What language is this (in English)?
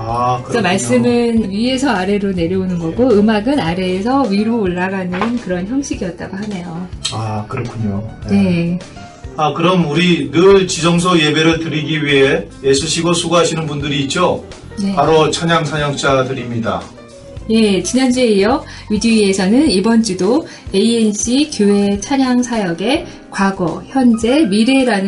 Korean